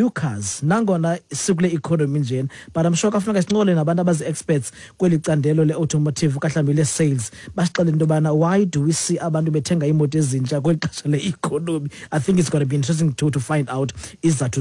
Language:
Xhosa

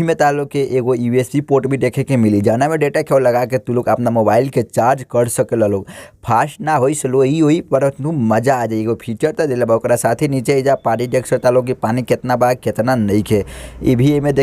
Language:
Bhojpuri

